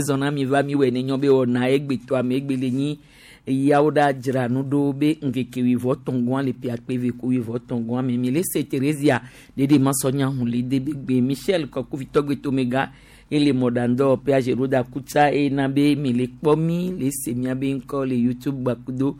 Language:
Gen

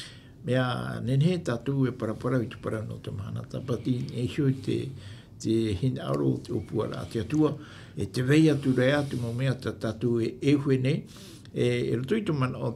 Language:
Tahitian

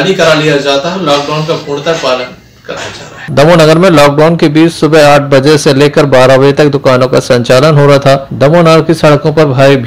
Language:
Hindi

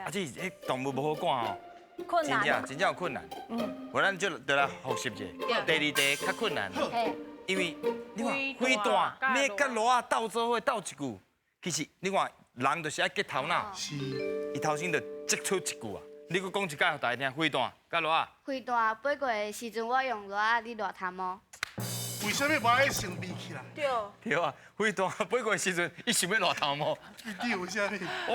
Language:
Min Nan Chinese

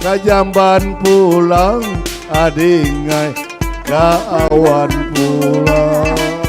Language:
Banjar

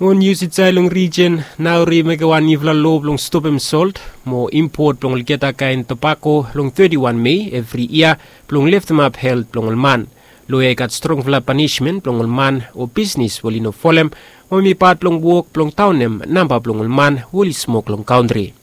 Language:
Bislama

